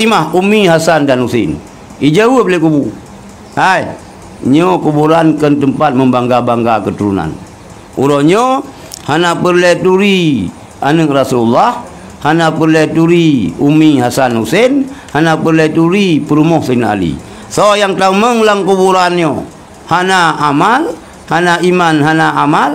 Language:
Achinese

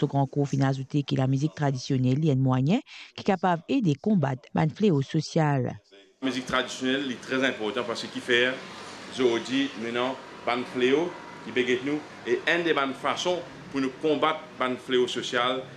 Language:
Morisyen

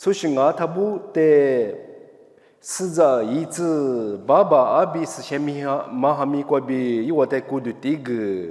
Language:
Lisu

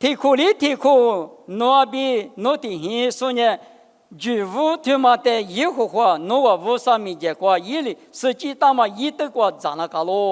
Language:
Lisu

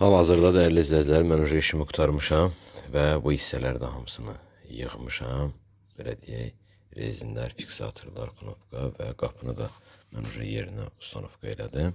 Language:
Azerbaijani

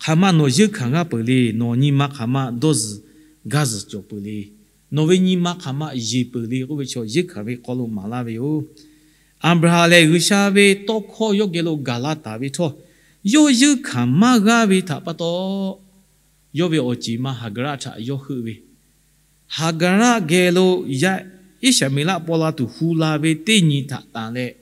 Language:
Lahu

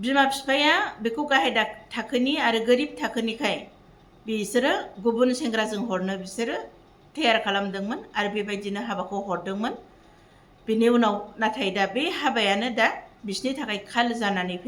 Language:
Bodo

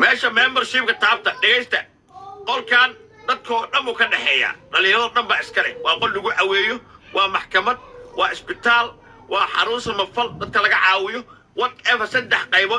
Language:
Somali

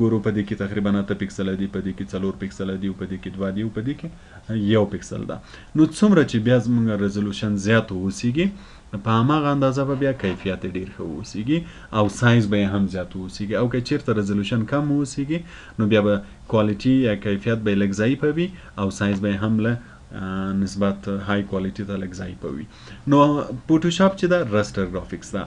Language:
Pashto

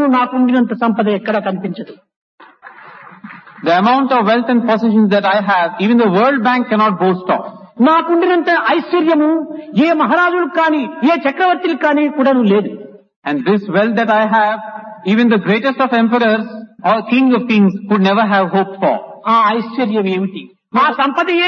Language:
Telugu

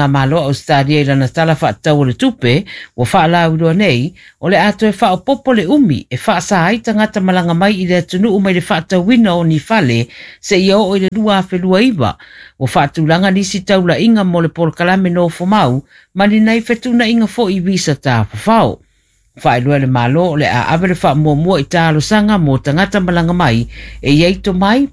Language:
Samoan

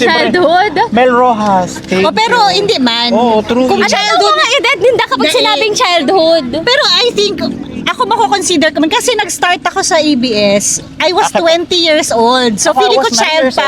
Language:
Bikol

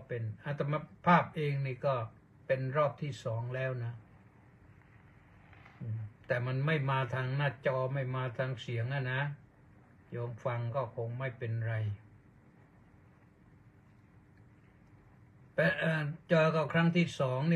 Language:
Thai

